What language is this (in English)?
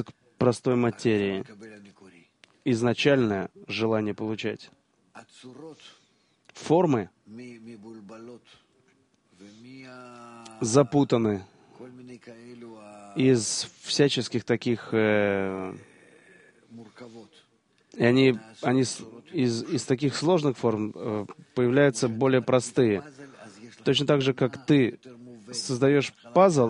Russian